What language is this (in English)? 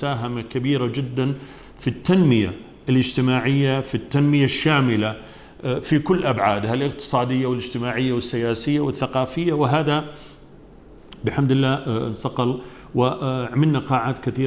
Arabic